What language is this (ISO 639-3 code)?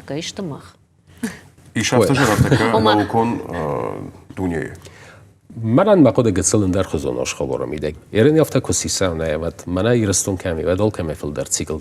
oss